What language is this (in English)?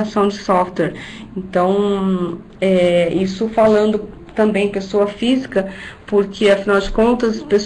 Portuguese